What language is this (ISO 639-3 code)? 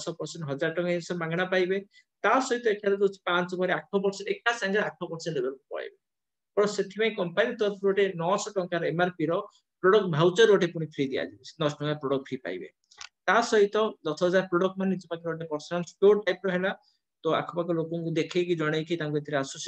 ori